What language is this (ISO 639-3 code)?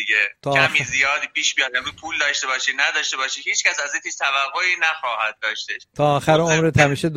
fas